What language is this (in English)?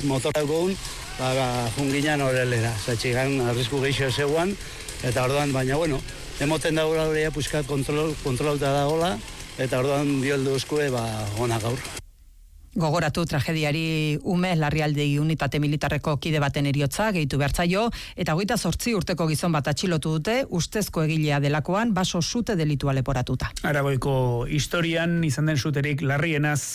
Basque